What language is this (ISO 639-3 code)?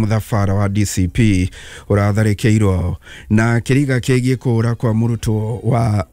kik